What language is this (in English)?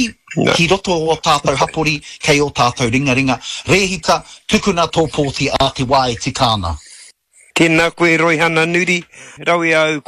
Māori